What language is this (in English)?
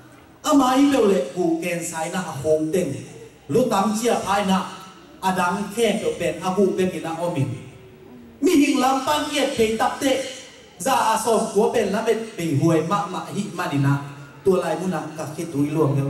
Tedim Chin